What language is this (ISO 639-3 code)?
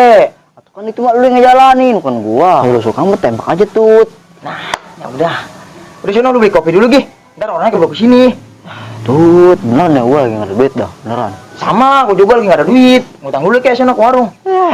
bew